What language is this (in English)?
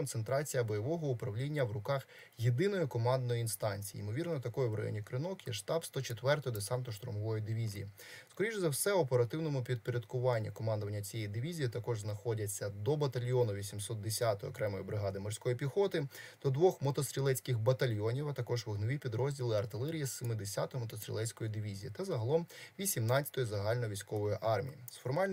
Ukrainian